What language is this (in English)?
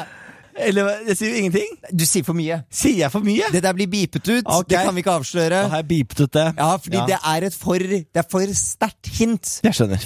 Norwegian